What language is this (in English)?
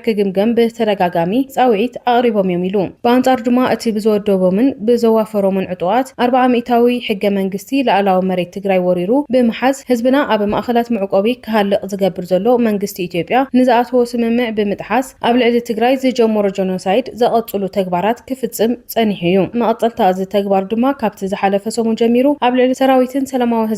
Tigrinya